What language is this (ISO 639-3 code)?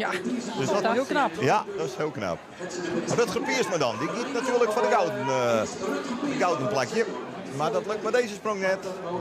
fry